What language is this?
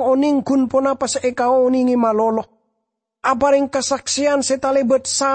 Madurese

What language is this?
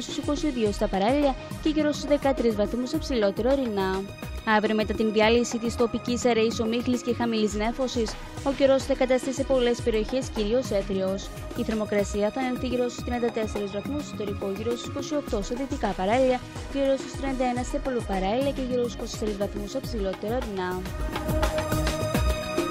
Greek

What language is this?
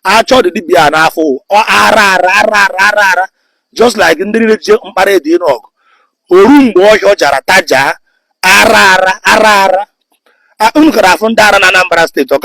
Igbo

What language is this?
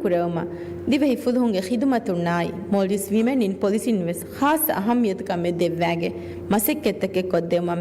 Divehi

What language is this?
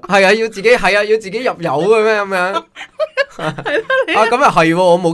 Cantonese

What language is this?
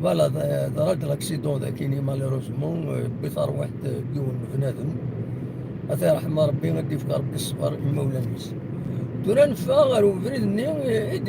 Kabyle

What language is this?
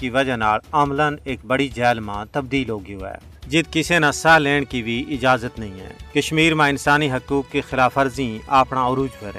Gujari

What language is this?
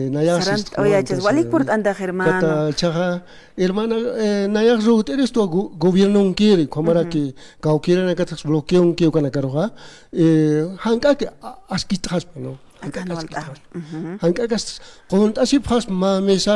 Aymara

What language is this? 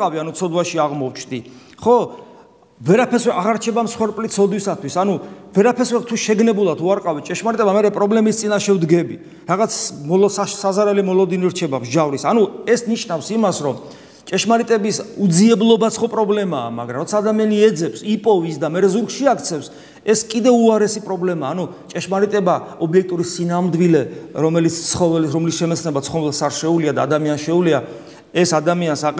Georgian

